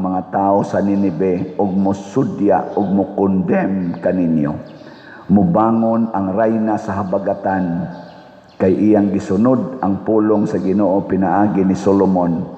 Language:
Cebuano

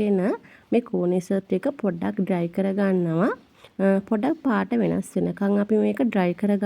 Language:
Sinhala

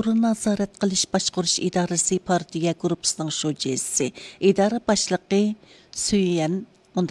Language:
Uyghur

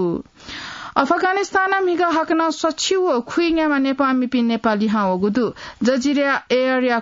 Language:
Newari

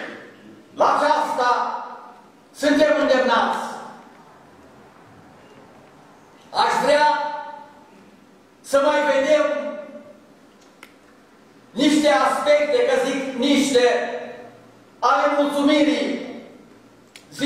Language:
Romanian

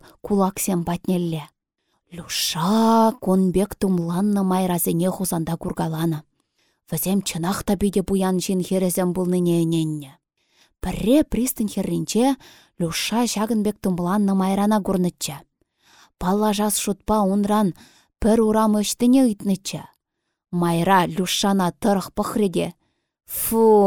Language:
Chuvash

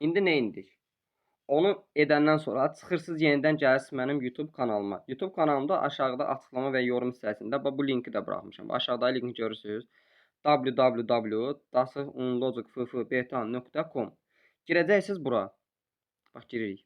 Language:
Azerbaijani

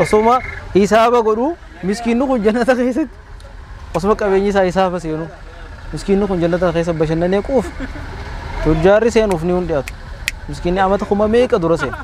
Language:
Oromo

